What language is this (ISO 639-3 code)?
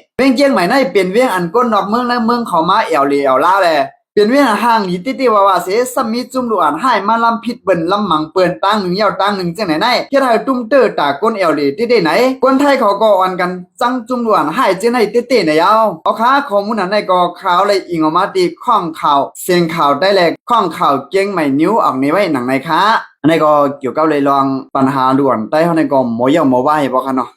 shn